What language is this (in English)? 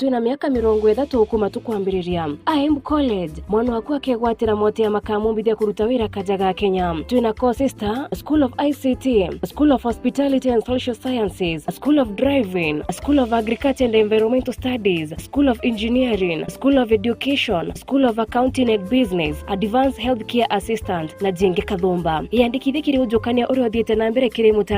Meru